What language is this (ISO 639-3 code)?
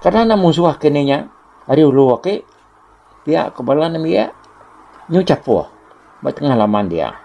iba